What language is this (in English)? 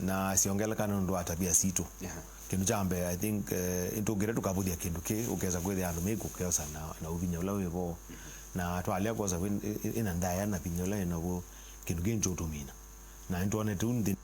Kamba